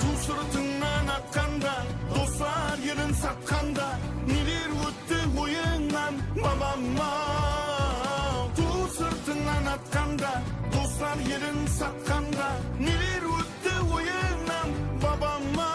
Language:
Kara-Kalpak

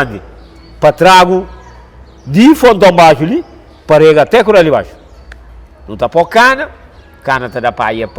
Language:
Kabuverdianu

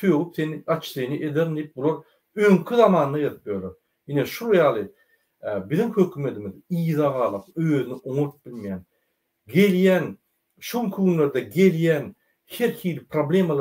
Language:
Turkmen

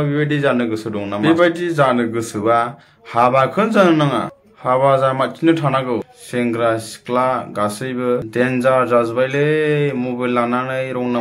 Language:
Bodo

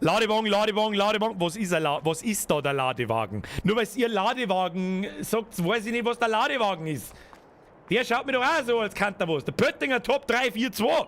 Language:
Bavarian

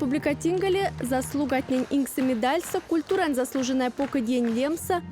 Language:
Erzya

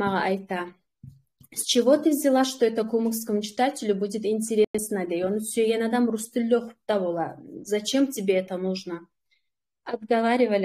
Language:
Kumyk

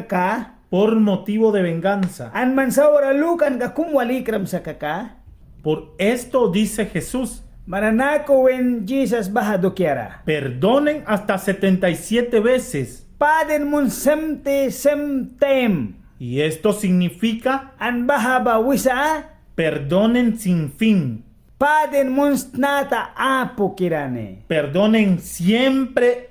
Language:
Mískito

